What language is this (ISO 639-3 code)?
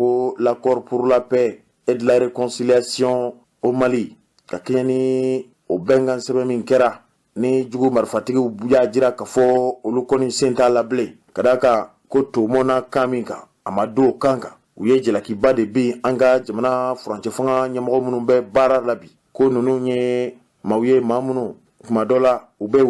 bam